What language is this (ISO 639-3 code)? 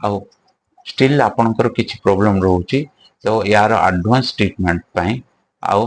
ori